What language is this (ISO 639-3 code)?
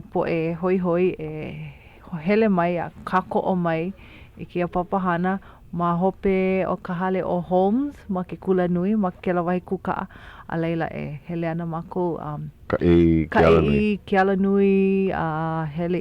haw